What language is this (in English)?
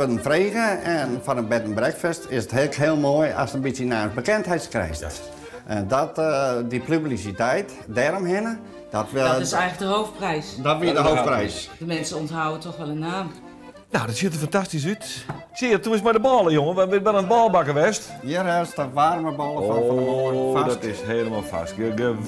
Western Frisian